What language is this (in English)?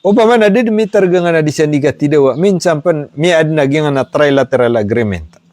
Maranao